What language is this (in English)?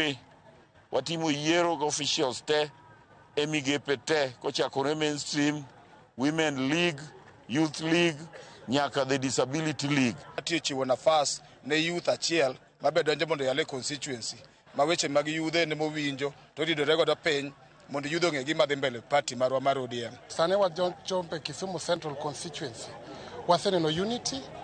Luo (Kenya and Tanzania)